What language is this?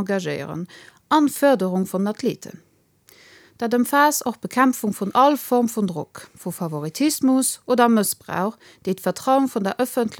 Luxembourgish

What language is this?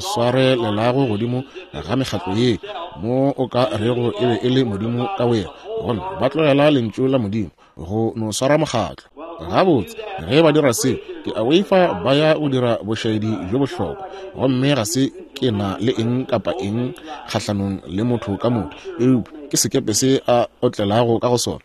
Northern Sotho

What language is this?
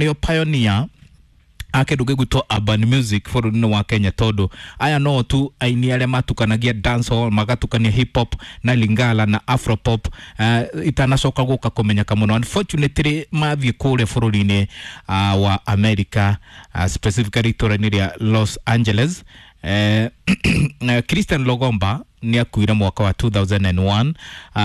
Kikuyu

